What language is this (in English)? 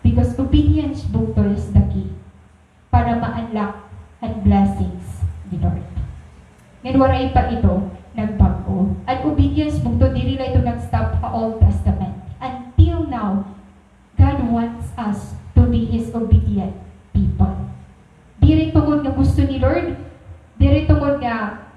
Waray